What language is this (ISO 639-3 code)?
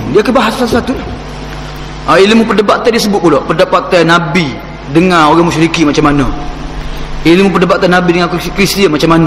msa